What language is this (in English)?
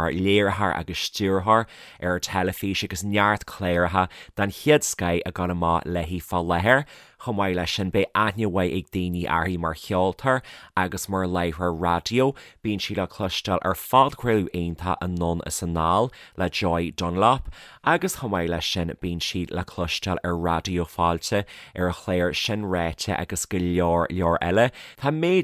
Irish